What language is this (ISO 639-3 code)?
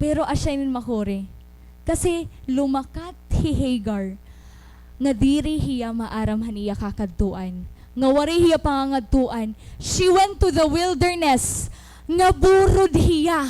war